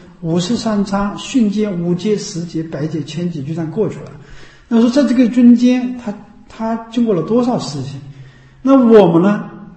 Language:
Chinese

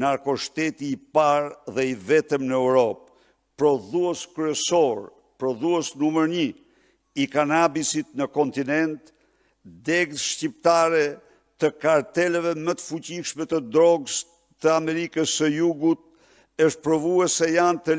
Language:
Albanian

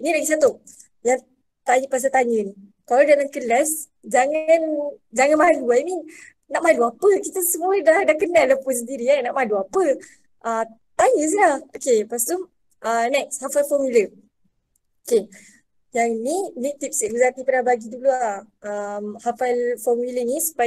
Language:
Malay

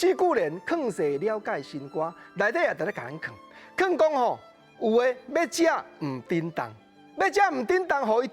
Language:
Min Nan Chinese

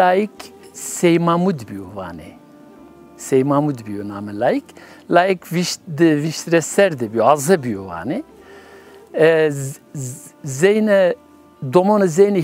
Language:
Zaza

